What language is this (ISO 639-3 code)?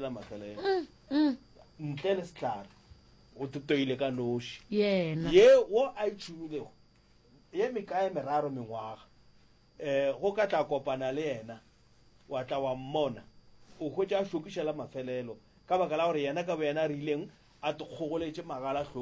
nso